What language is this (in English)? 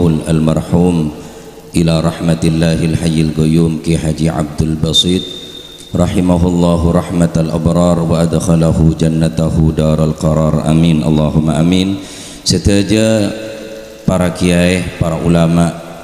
Madurese